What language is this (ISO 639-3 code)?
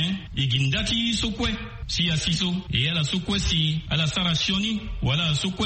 sag